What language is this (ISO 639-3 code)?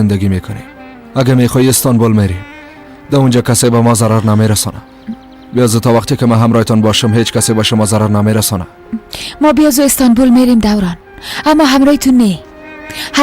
fas